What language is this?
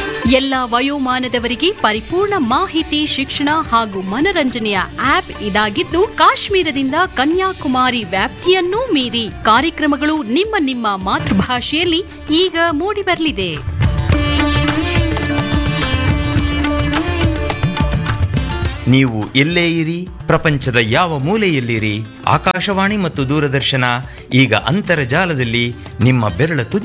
Kannada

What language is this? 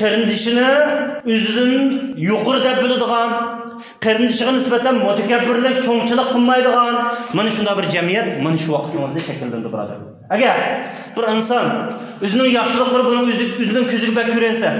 Uyghur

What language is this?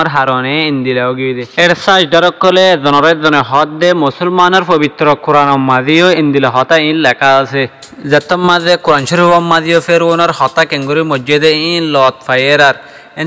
Rohingya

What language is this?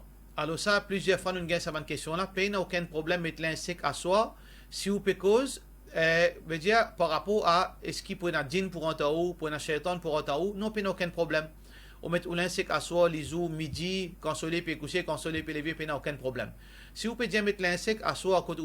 Morisyen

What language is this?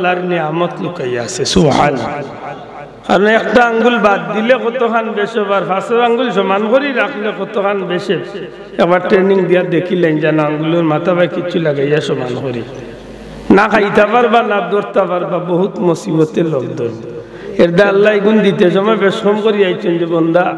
Sylheti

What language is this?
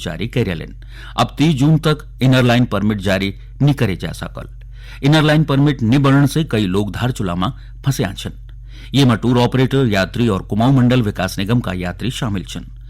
Garhwali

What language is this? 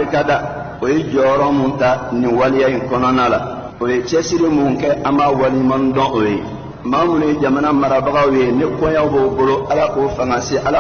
Bambara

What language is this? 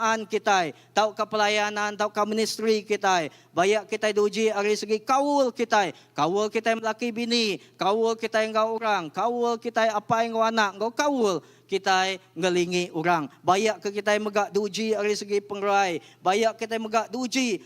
Iban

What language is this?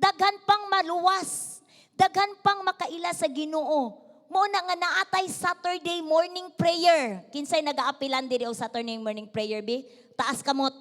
Cebuano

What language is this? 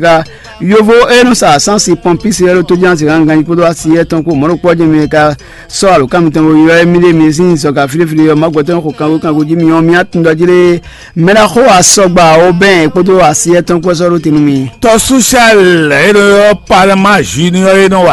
Fon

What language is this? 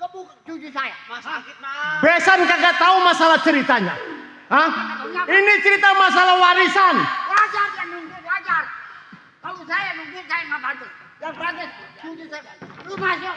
Betawi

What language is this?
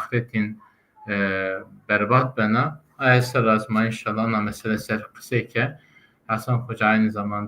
Zaza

